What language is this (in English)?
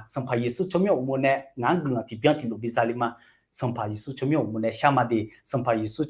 Akha